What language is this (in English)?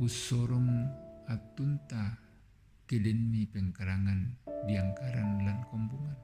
Toraja-Sa'dan